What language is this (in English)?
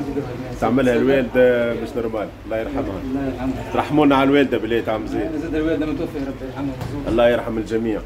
Tunisian Arabic